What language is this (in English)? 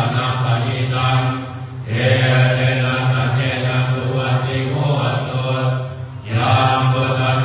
Pali